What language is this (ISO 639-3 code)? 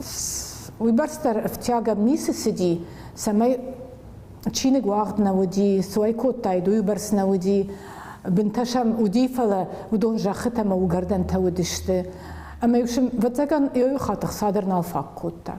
oss